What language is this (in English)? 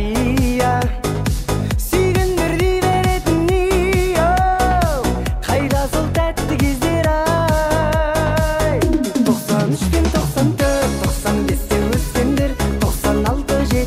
Kara-Kalpak